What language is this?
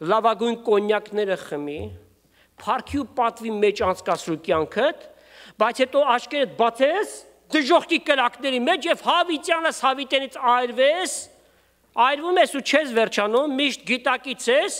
Armenian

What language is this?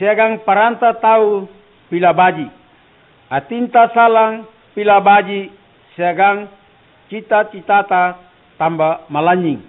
Makasar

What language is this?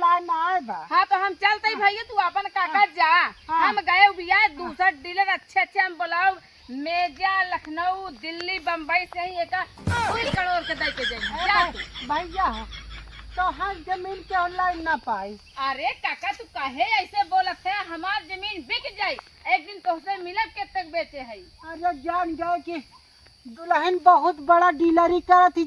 Awadhi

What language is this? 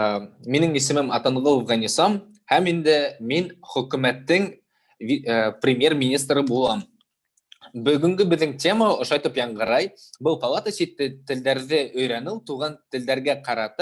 Bashkir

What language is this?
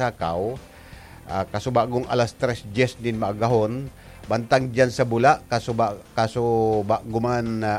Bikol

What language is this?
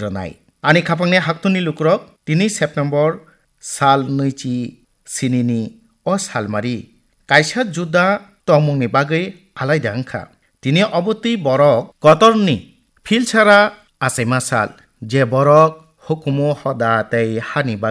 Kok Borok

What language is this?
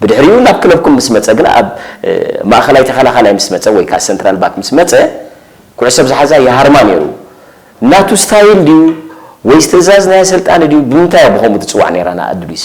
Tigrinya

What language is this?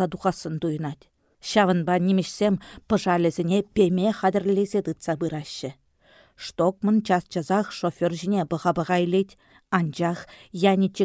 Chuvash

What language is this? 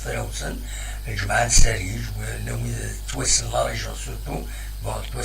Kabyle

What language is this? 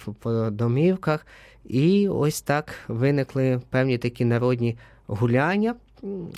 Ukrainian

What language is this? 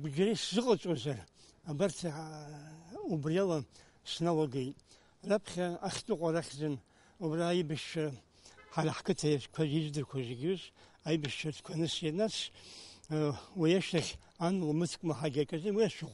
Abkhazian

